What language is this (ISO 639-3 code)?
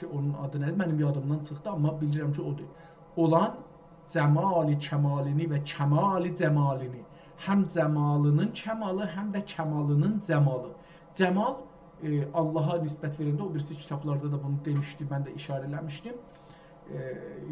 azb